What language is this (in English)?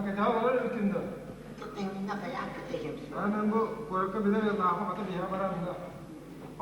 Yakut